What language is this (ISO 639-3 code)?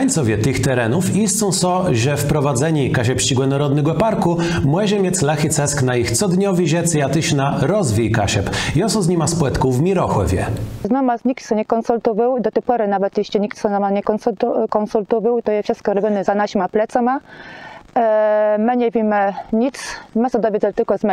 csb